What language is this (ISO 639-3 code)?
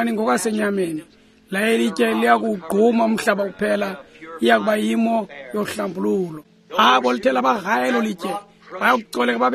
xho